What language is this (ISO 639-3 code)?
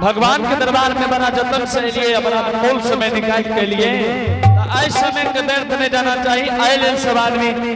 anp